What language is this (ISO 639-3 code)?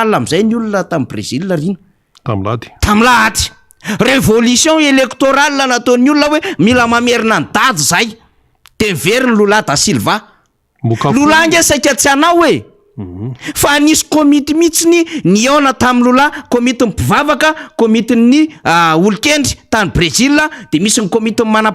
mlg